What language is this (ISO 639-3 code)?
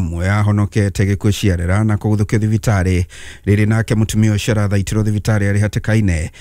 kik